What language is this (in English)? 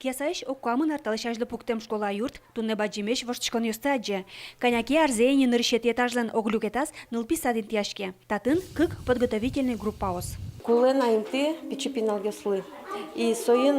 Udmurt